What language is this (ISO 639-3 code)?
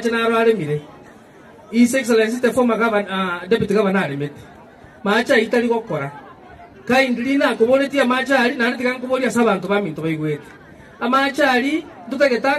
guz